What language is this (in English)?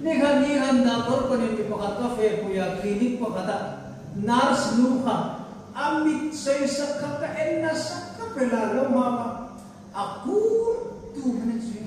Hmar